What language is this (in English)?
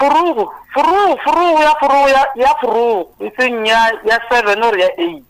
Northern Sotho